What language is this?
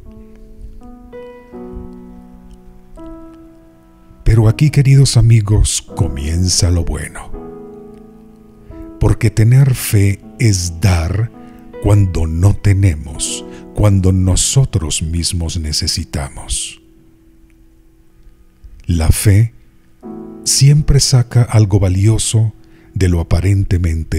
Spanish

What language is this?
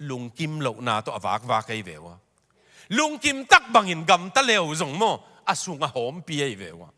Tedim Chin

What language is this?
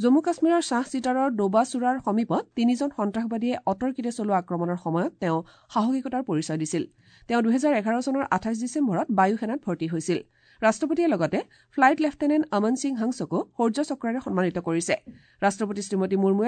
Assamese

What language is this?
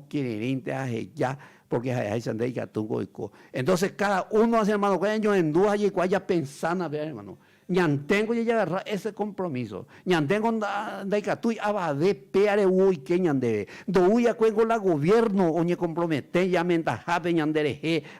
Guarani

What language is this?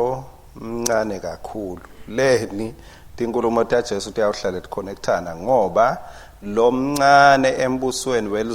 Swati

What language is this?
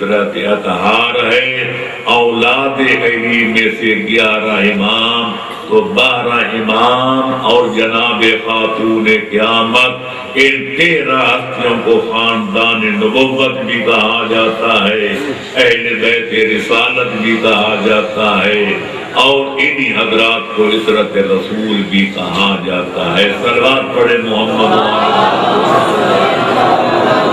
Urdu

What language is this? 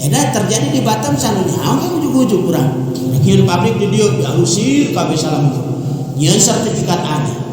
Sundanese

